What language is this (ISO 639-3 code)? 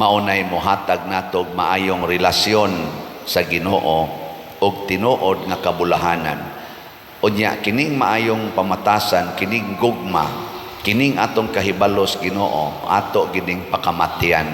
ceb